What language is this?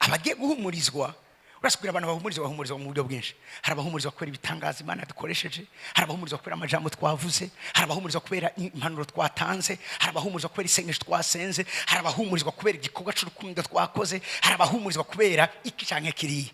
Rundi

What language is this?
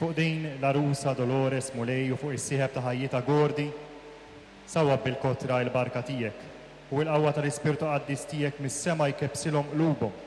Maltese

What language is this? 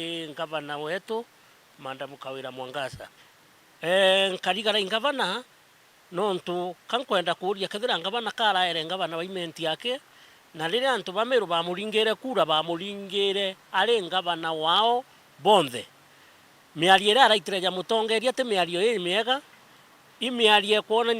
Meru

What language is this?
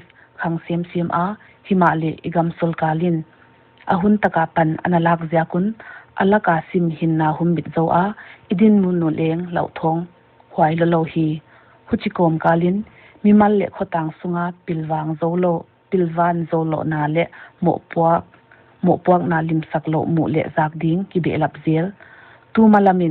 Paite Chin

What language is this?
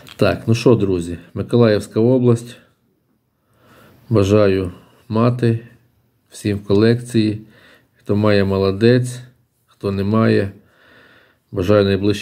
Ukrainian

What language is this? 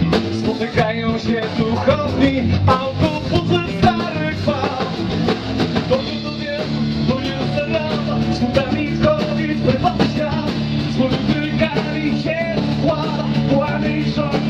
Polish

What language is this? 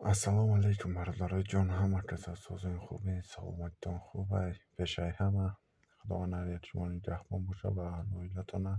Tajik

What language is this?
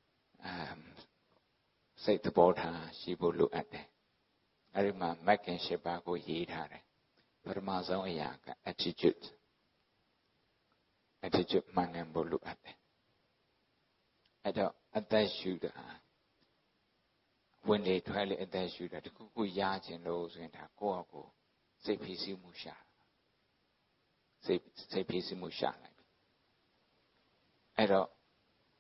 Burmese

